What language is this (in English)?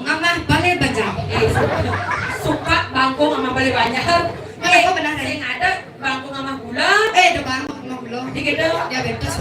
Balinese